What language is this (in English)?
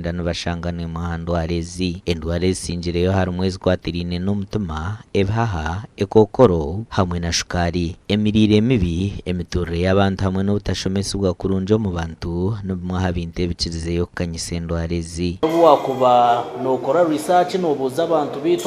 Nyankole